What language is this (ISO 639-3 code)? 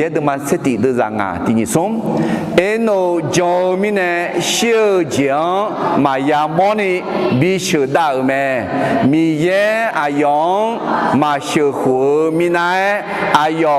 ahk